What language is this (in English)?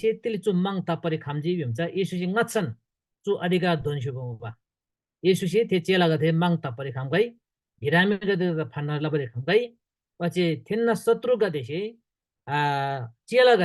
Eastern Tamang